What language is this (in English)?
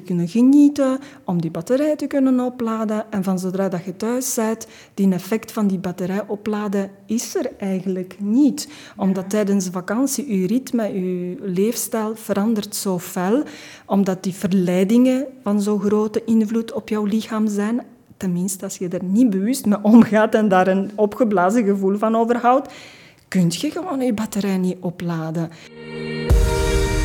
Dutch